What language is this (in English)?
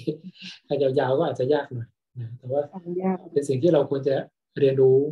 Thai